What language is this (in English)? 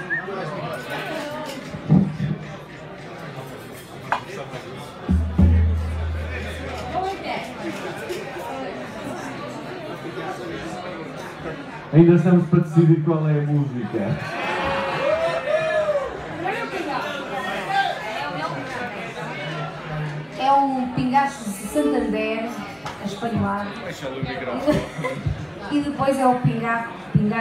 Portuguese